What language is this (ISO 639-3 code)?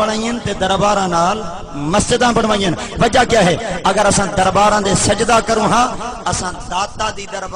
skr